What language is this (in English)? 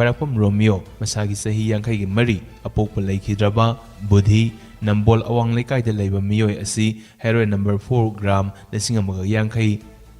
Manipuri